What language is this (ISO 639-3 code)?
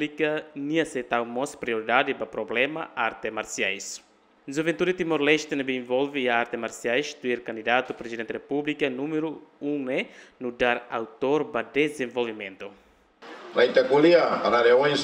tet